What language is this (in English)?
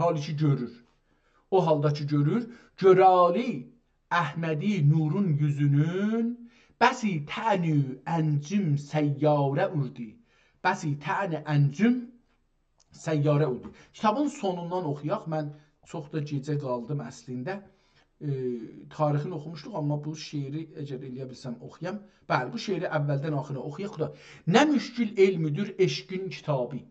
South Azerbaijani